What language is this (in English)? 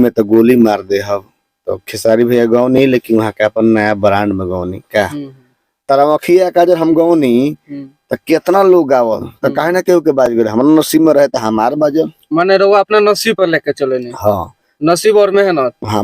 Bhojpuri